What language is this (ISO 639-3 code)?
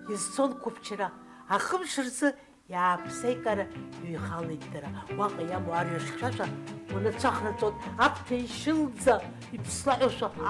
abk